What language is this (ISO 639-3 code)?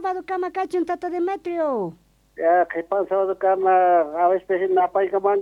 quh